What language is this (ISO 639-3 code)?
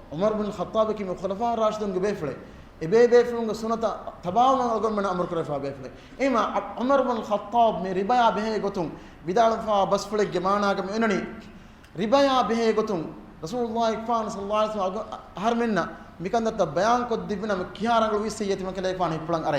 div